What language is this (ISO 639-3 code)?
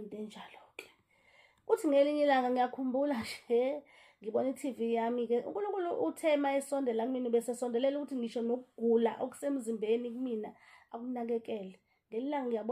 zul